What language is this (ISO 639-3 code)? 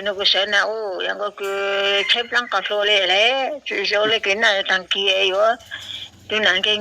hmn